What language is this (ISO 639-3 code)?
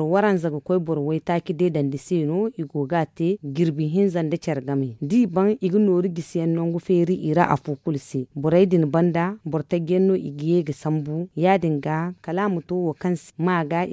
dje